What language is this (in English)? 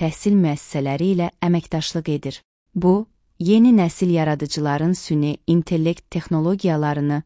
Azerbaijani